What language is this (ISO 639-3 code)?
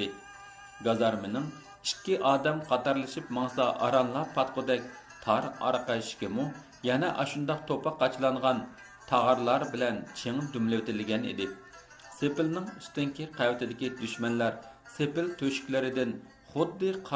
uig